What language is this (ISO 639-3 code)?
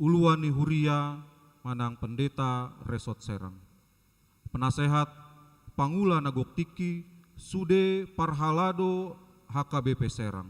bbc